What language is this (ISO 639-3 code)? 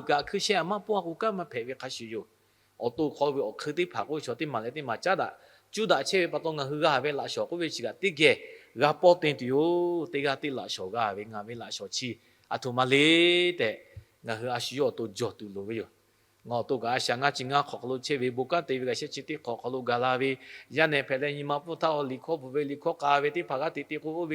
lhu